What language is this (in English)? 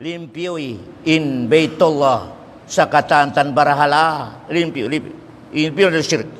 Tausug